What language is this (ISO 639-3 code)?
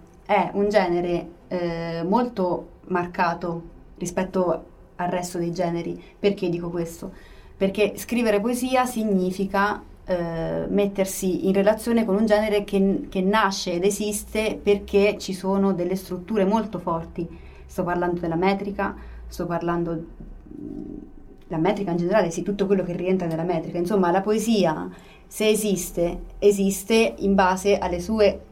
ita